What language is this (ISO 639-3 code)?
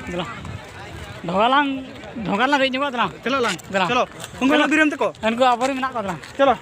sat